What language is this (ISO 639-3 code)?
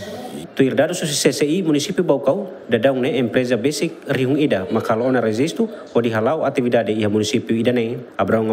tet